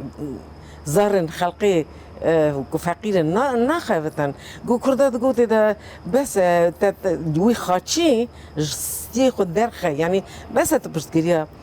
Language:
Kurdish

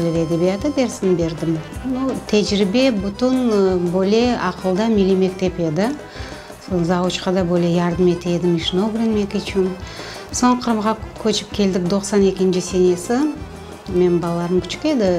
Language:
Crimean Tatar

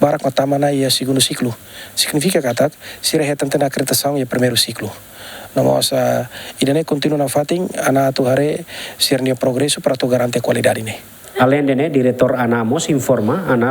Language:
Tetum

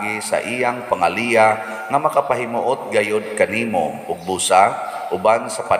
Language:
Cebuano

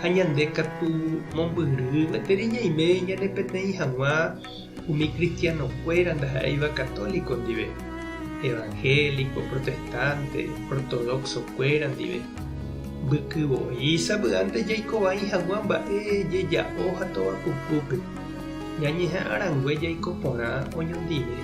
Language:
Guarani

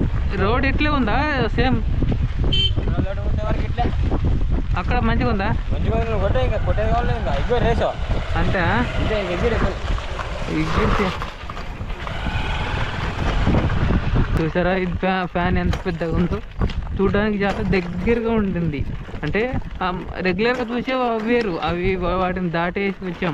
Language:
Telugu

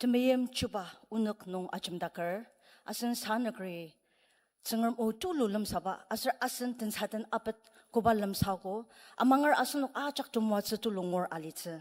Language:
Ao Naga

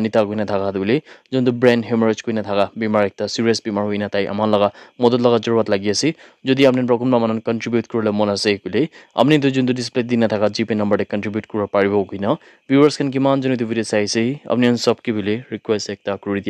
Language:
Naga Pidgin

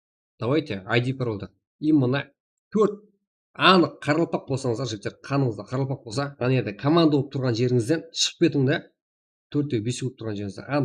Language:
Kara-Kalpak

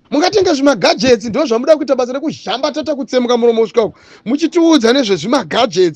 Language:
Shona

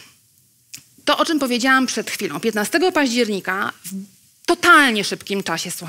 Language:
Polish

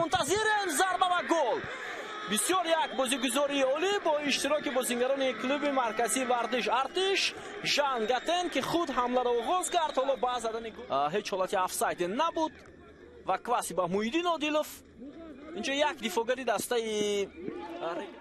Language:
Tajik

